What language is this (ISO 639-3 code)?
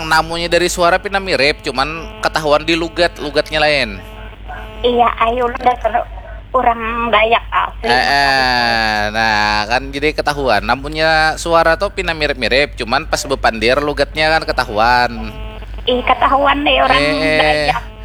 bjn